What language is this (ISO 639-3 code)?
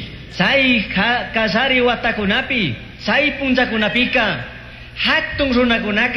qug